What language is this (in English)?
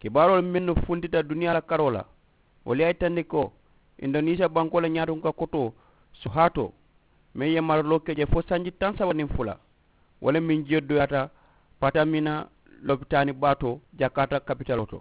Mandingo